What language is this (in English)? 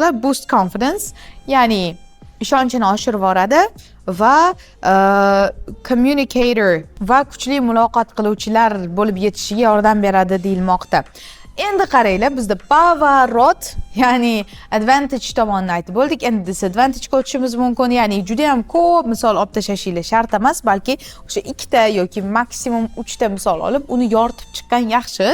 Uzbek